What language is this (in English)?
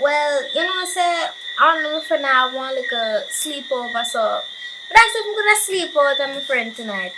Jamaican Creole English